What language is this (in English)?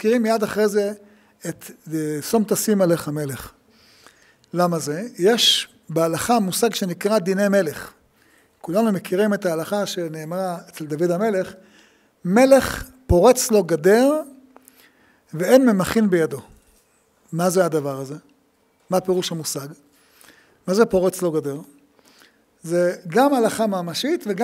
Hebrew